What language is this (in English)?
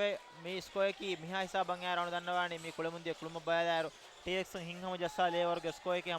Divehi